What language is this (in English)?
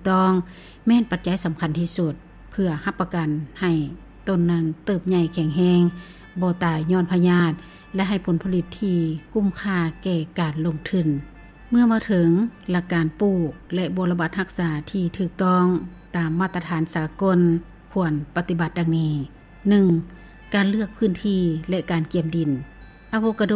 Lao